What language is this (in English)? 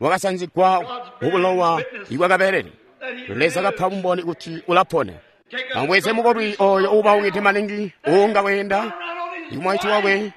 Tonga (Zambia)